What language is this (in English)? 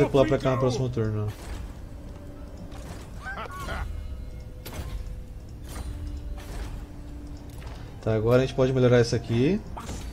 Portuguese